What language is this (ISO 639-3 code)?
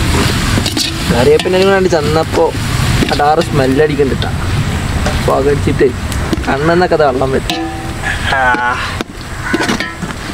mal